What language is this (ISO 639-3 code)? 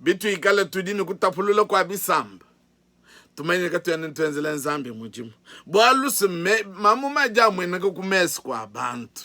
lua